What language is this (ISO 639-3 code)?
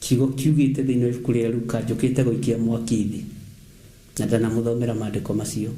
kik